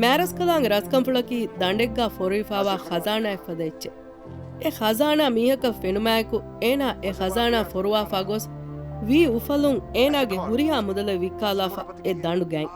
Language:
Divehi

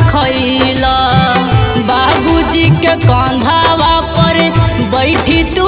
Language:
Bhojpuri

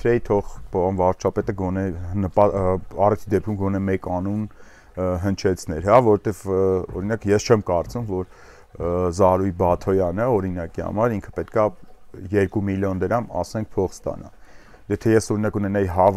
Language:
Armenian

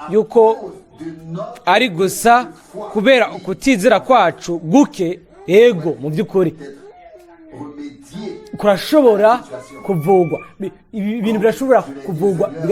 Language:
Rundi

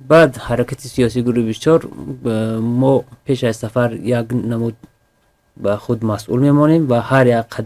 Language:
Persian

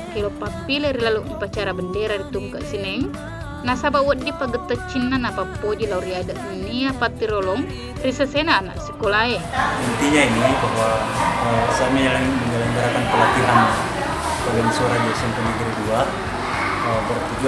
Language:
Buginese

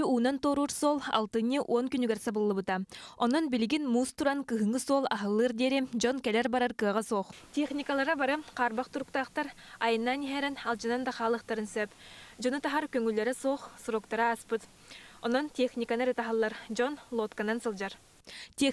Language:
Yakut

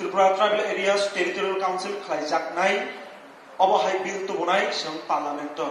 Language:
Kok Borok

